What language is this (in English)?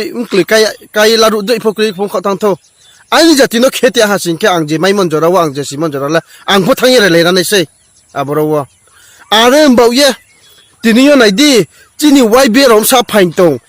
Riang (India)